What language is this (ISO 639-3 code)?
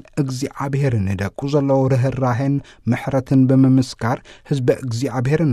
tir